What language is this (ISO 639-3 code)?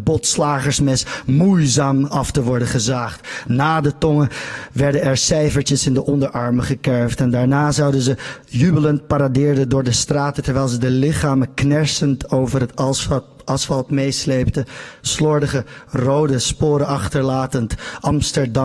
nld